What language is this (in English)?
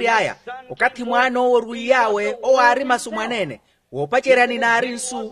Makhuwa